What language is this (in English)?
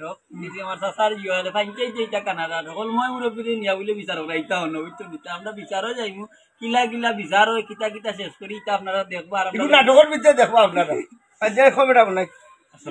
Sylheti